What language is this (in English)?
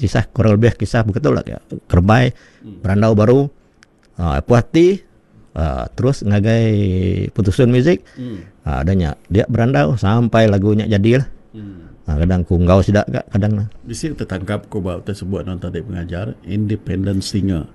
Iban